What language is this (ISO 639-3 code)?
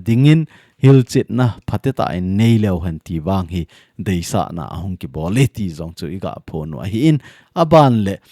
tcz